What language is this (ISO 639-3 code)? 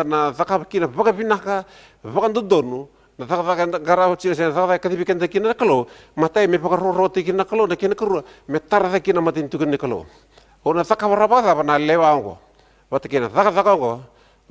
fij